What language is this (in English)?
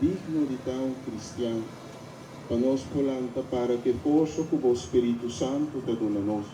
Papiamento